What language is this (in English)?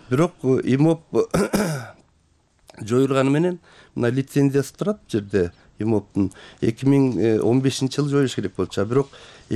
Kyrgyz